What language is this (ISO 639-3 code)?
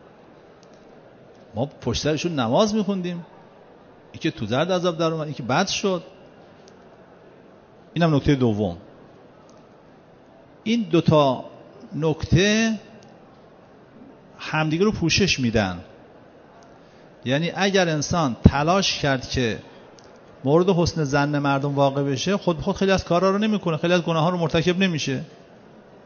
fas